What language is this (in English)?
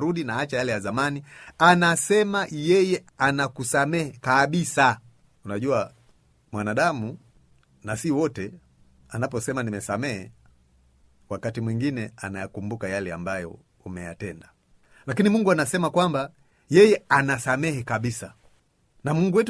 Swahili